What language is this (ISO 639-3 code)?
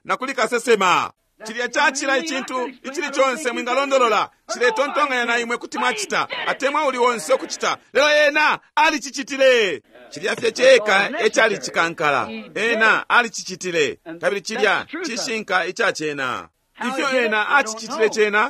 bem